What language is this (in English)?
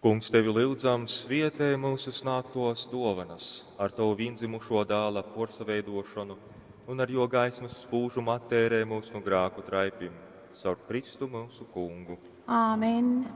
Latgalian